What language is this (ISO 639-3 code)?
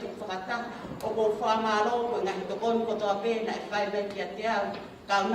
ton